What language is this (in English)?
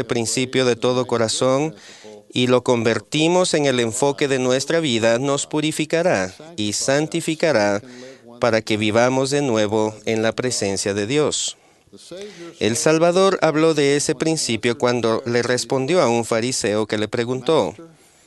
Spanish